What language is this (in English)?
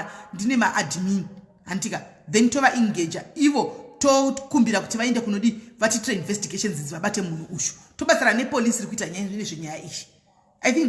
Shona